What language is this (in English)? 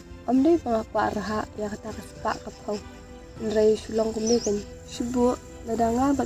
Khasi